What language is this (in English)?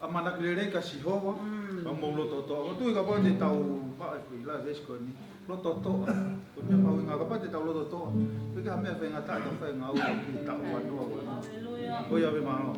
Tongan